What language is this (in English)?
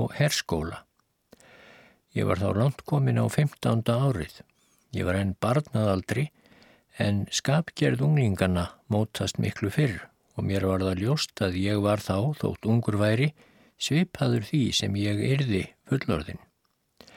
Icelandic